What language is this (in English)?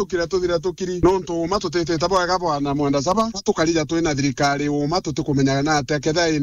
Meru